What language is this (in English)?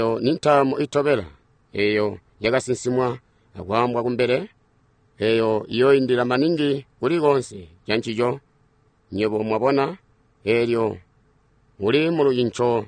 Tonga (Zambia)